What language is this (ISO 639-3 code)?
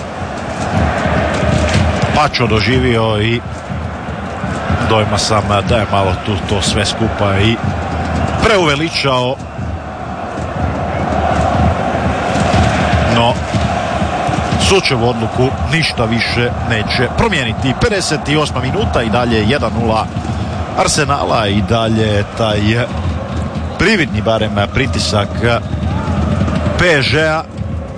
hrv